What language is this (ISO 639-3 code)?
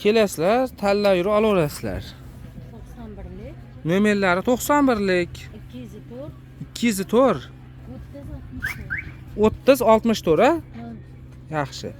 uzb